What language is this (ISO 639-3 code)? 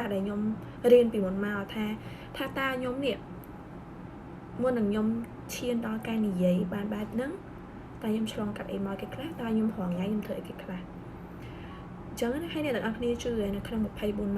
khm